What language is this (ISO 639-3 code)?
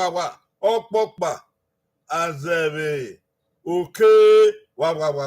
bin